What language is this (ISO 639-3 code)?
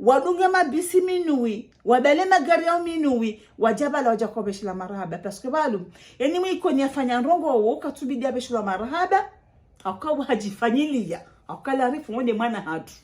zdj